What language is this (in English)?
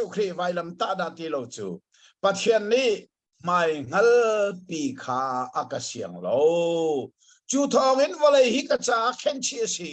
Hakha Chin